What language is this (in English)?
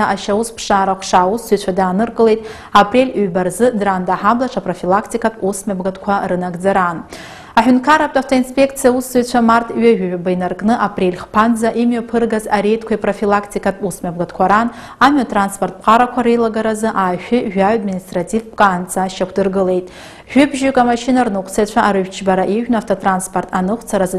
Abkhazian